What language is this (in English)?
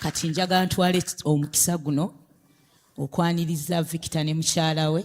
Ganda